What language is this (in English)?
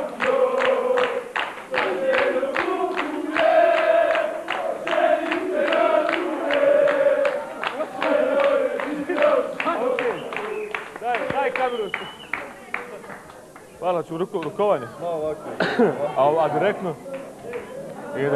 Bosnian